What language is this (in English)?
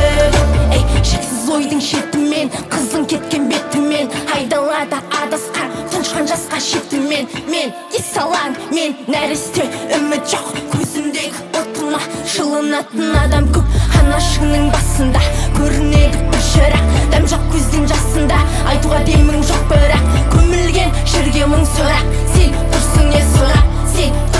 Kazakh